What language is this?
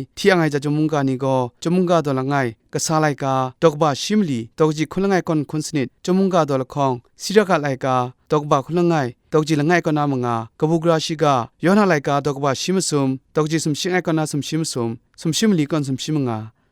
Kachin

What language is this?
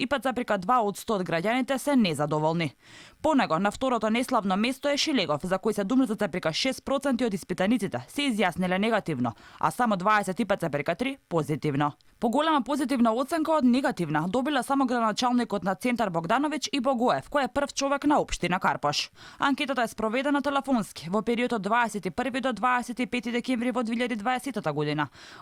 Macedonian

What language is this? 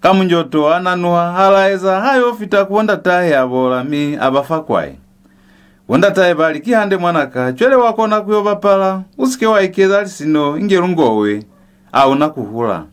Lozi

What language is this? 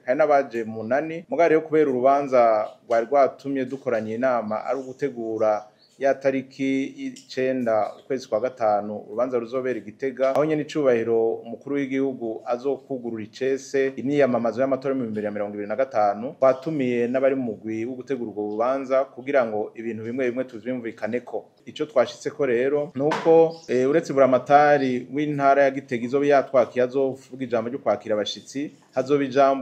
Rundi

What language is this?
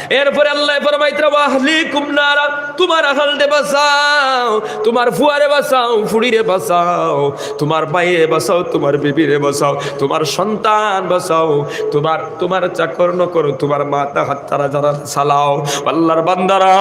Sylheti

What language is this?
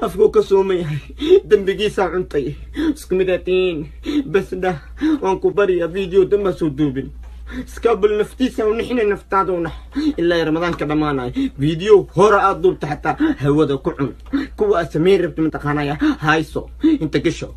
Somali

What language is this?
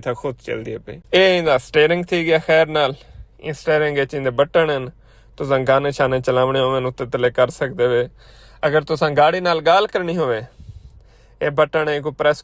Saraiki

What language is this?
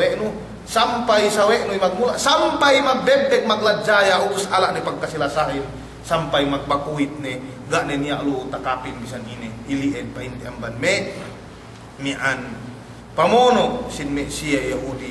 Yakan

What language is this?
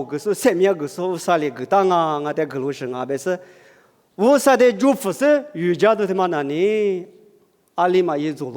Lisu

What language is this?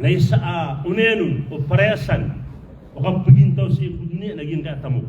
Maranao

